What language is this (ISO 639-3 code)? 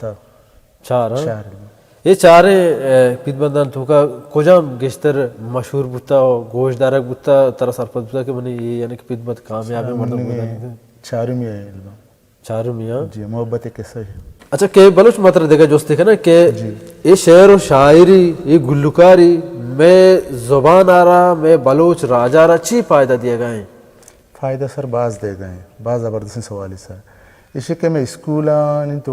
bal